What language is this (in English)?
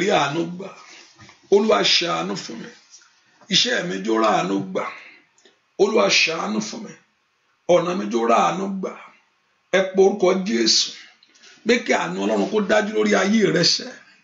Yoruba